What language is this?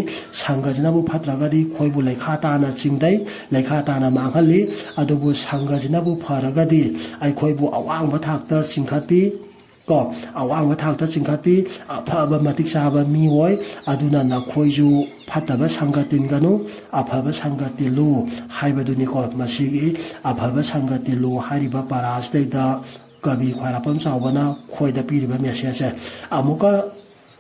Manipuri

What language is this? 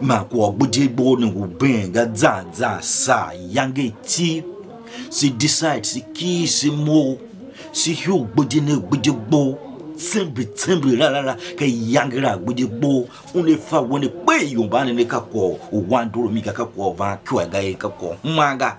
Tiv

